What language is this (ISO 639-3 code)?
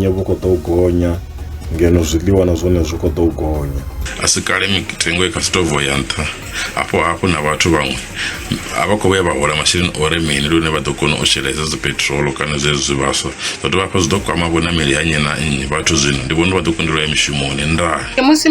ven